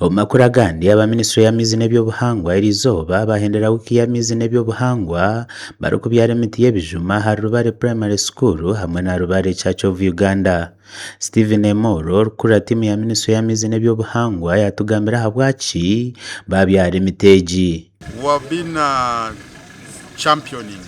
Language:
Nyankole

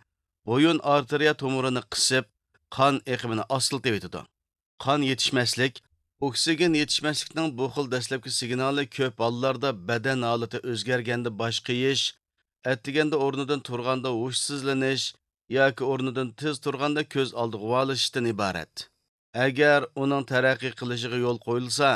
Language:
Uyghur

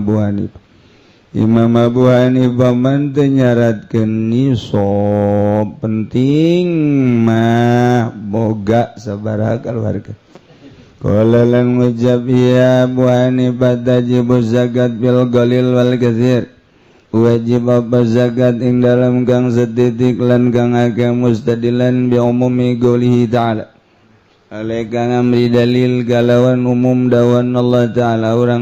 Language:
Sundanese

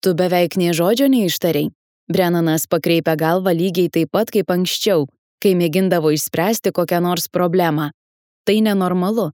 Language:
Lithuanian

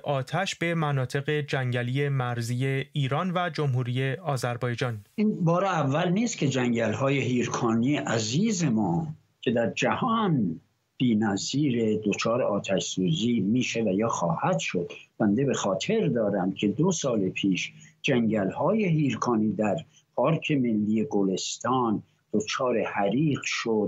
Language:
Persian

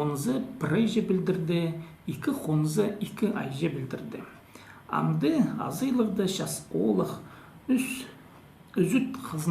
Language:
Khakas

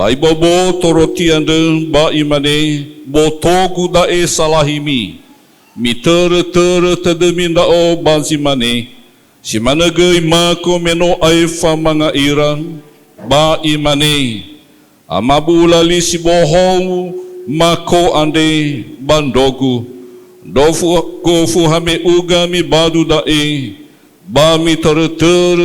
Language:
Nias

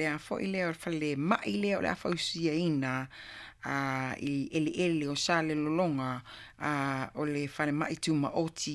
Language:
Samoan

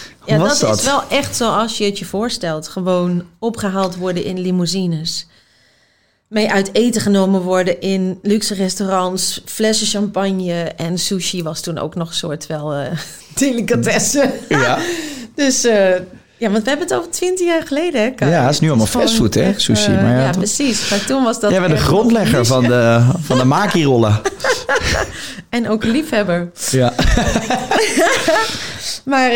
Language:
Dutch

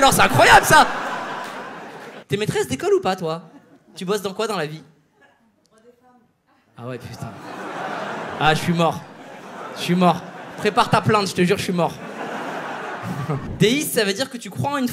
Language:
French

